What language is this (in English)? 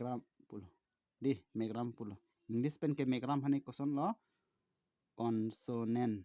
Karbi